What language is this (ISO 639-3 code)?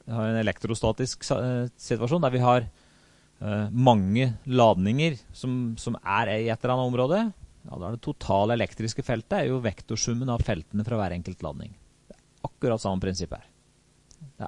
nor